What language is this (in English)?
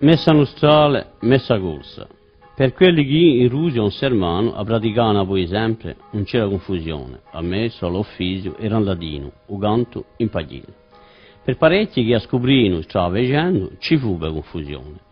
Corsican